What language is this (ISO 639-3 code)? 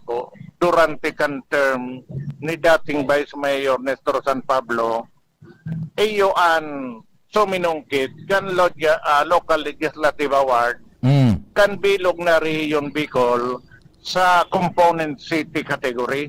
bik